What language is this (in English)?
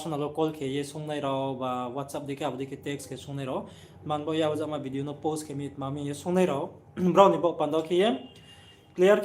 Riang (India)